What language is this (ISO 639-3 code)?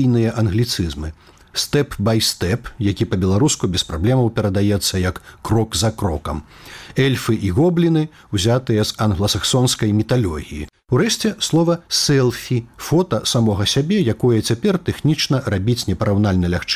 bel